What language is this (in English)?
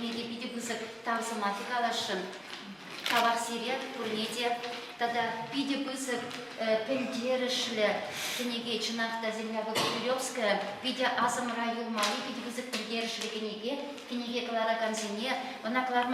Chuvash